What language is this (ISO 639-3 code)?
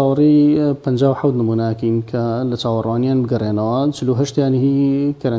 ckb